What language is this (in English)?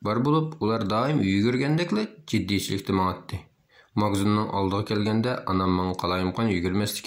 Uyghur